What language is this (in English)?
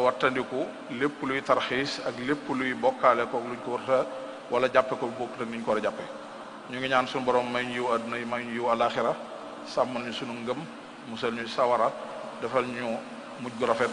Wolof